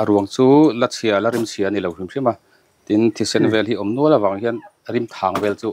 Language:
Mizo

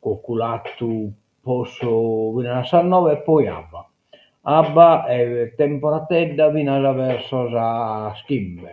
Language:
Sardinian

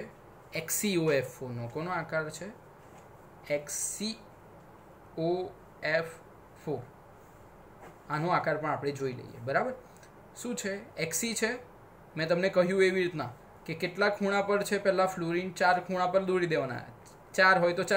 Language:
Gujarati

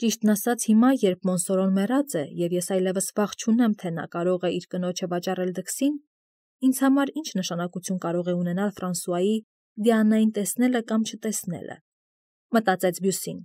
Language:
Armenian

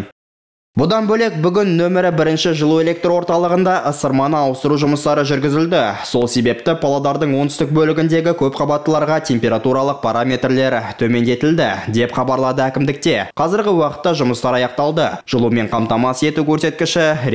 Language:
Kazakh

